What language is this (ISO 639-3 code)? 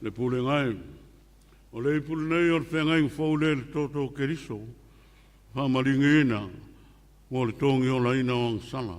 smo